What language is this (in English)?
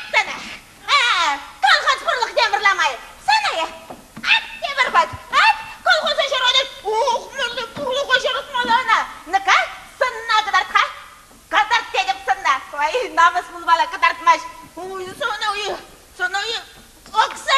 Chuvash